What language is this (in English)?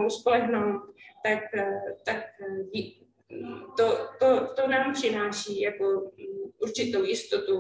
Czech